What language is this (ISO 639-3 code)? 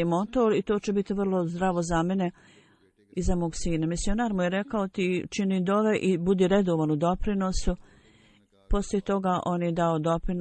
bos